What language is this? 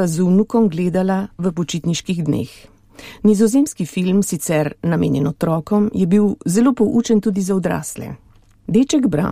Slovenian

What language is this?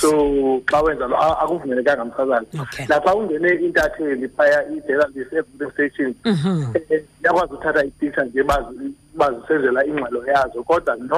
Xhosa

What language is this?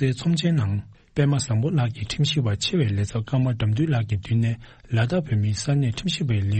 Tibetan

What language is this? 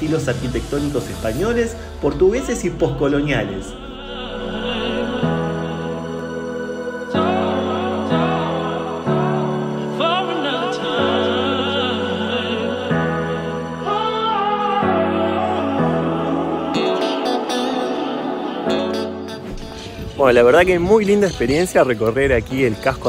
Spanish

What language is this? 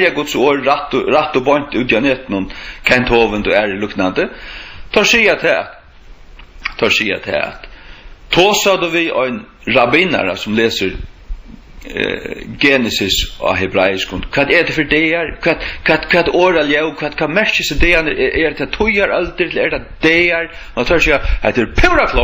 Faroese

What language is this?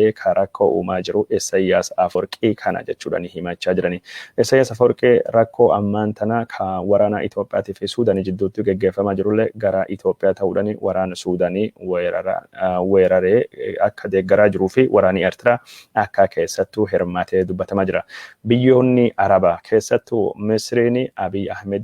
Oromo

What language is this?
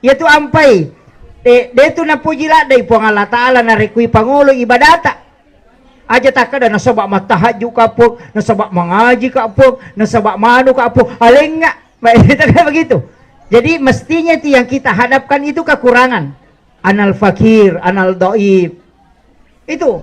Buginese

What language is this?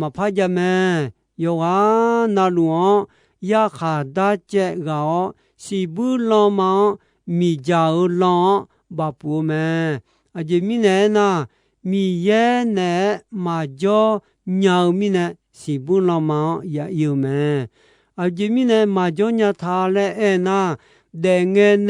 Akha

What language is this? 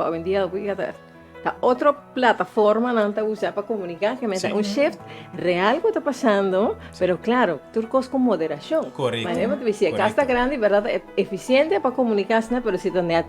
Papiamento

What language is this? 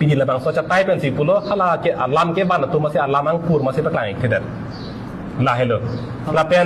Karbi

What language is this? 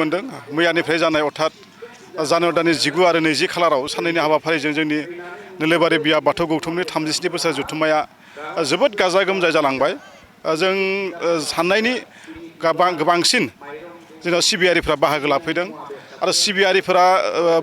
Bodo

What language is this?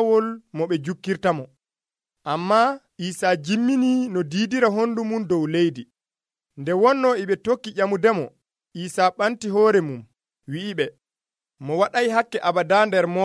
Nigerian Fulfulde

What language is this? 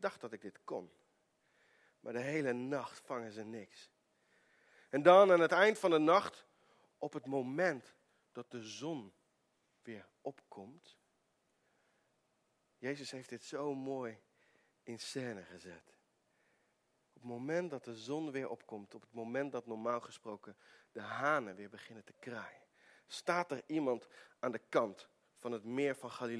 Dutch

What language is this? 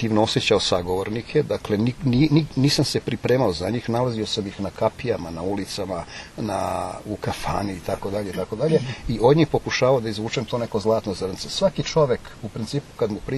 Serbian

